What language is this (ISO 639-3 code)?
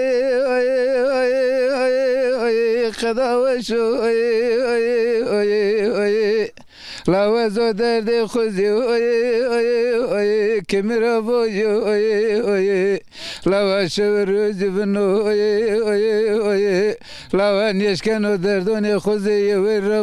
zza